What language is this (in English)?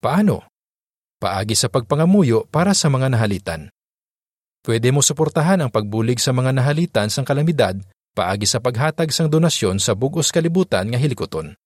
Hiligaynon